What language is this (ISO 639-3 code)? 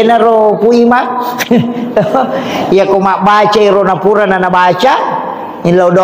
bug